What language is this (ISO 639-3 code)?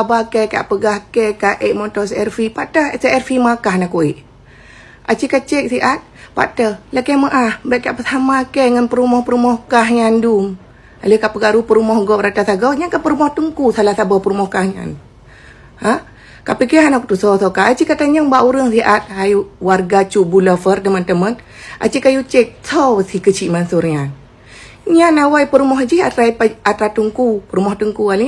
ace